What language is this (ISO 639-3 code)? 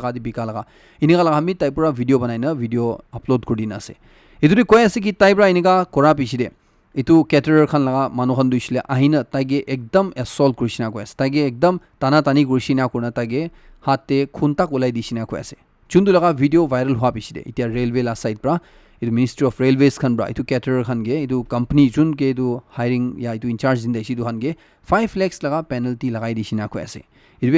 nag